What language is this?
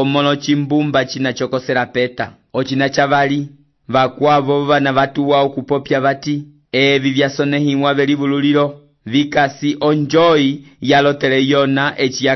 Umbundu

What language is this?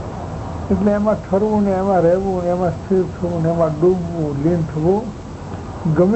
Gujarati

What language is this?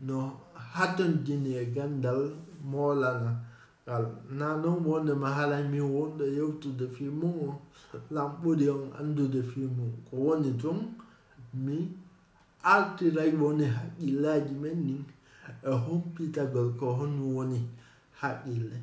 Fula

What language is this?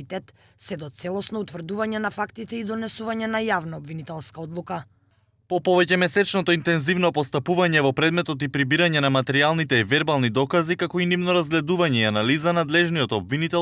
Macedonian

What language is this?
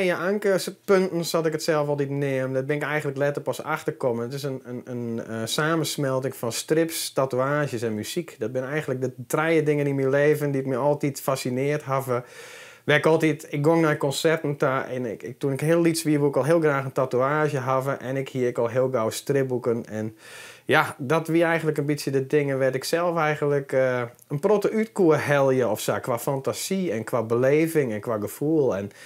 Western Frisian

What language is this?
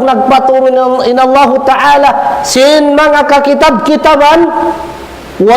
Tausug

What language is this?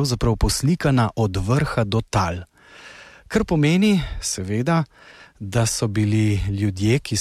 Slovenian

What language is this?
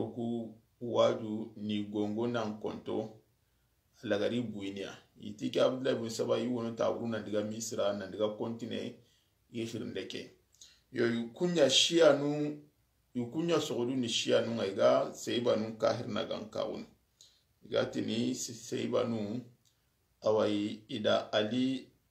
Soninke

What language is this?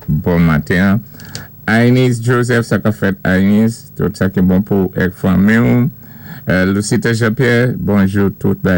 Saint Lucian Creole French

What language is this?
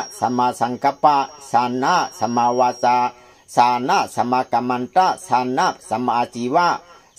Shan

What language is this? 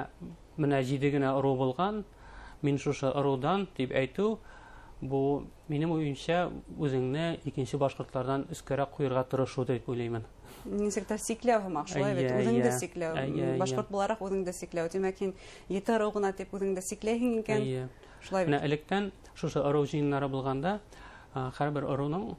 Bashkir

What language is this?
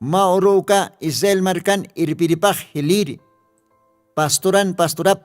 Aymara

